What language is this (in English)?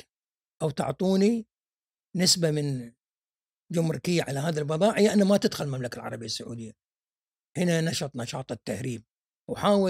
Gulf Arabic